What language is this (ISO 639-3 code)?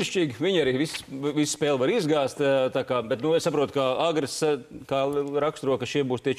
lav